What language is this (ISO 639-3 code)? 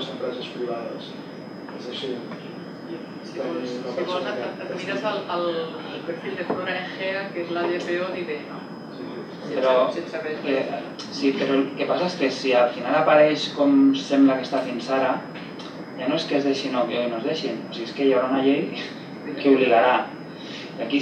cat